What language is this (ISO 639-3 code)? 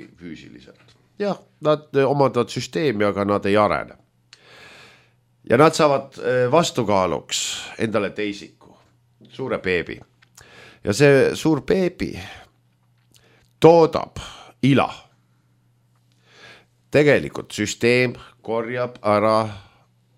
est